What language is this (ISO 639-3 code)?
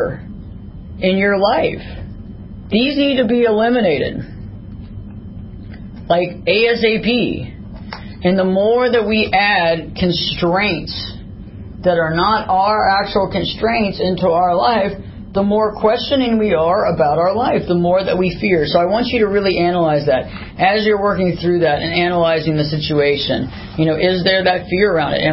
eng